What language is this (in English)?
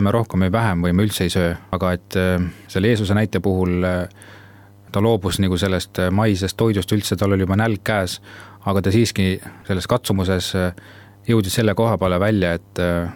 Estonian